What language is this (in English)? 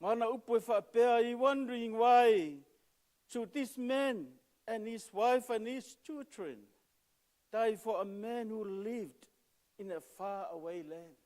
Samoan